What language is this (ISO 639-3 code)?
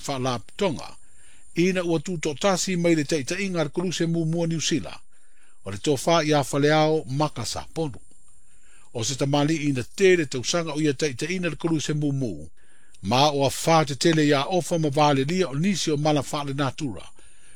smo